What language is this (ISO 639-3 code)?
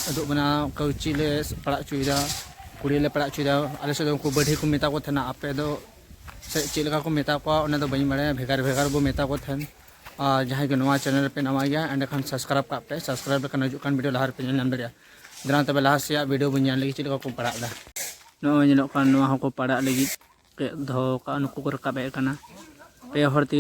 sat